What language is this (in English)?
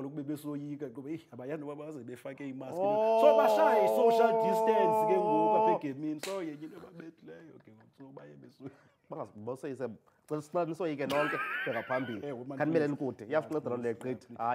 Xhosa